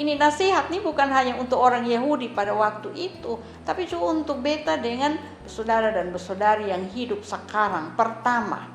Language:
Kupang Malay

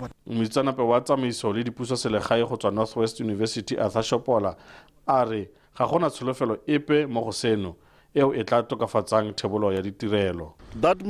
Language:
Tswana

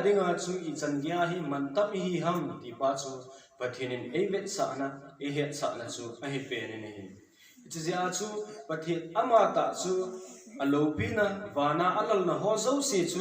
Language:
Thado Chin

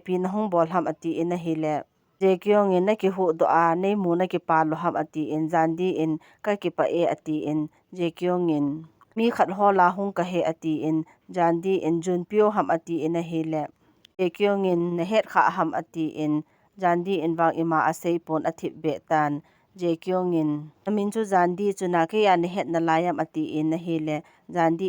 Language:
Thado Chin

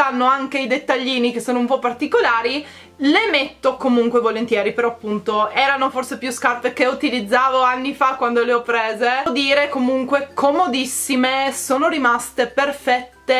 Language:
Italian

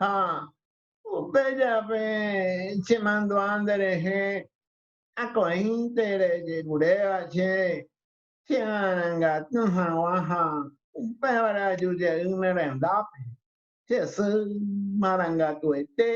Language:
Guarani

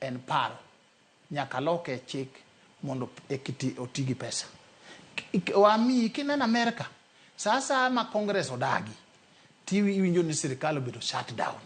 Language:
Luo (Kenya and Tanzania)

